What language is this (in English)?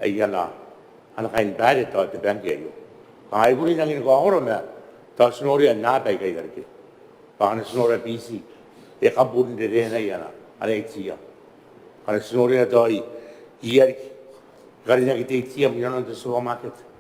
Gilbertese